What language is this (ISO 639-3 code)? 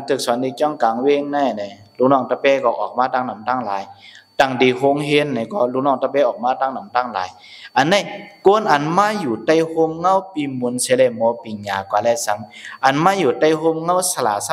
shn